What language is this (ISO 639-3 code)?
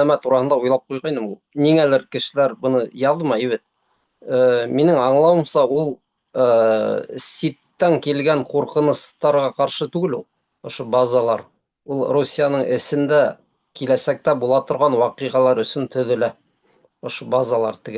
bak